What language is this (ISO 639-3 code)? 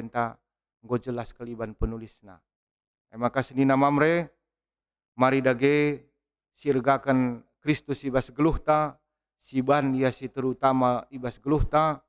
btx